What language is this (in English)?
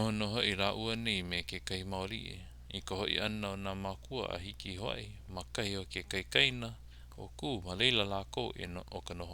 Hawaiian